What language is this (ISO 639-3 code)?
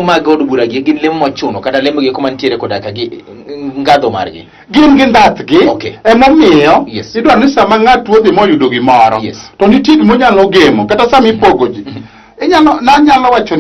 luo